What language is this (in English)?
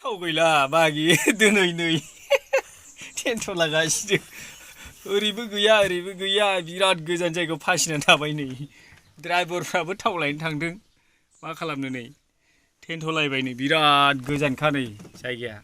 Bodo